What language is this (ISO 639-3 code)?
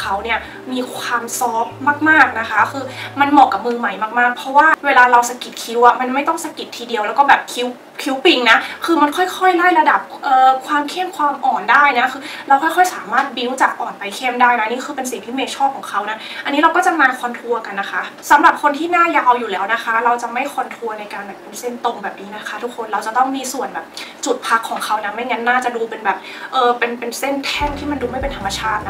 tha